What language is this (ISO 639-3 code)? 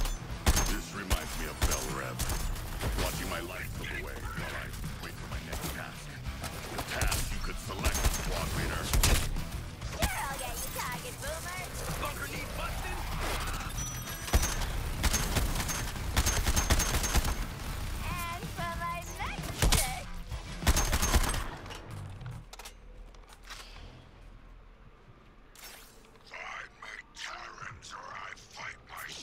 eng